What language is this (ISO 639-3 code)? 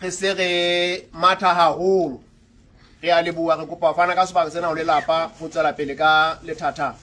sot